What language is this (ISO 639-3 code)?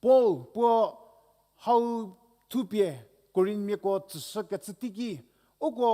njm